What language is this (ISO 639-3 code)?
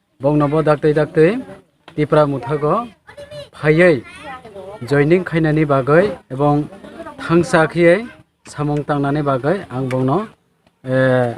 trp